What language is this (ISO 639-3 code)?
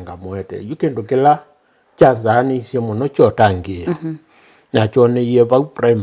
kam